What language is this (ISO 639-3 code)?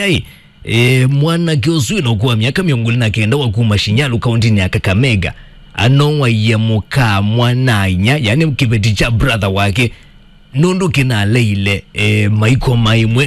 kam